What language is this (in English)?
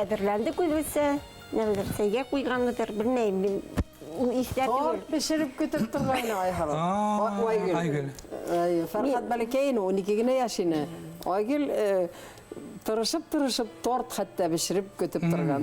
Bashkir